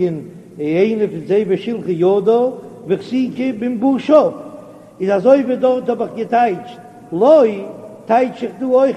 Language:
Yiddish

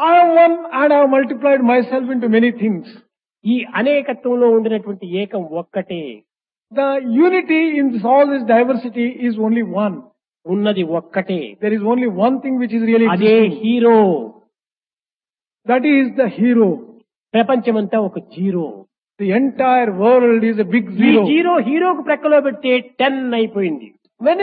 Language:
Telugu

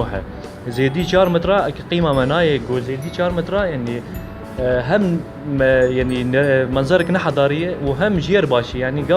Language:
Kurdish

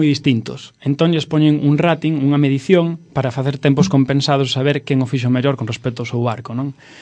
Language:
Galician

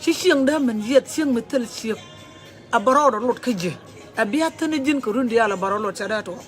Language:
Nuer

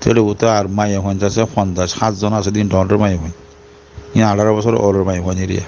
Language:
Rohingya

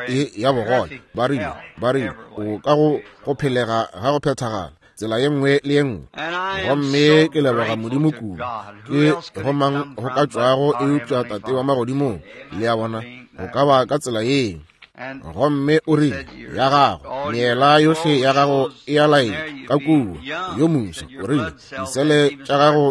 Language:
Northern Sotho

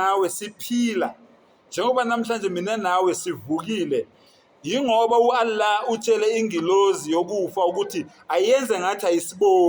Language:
Zulu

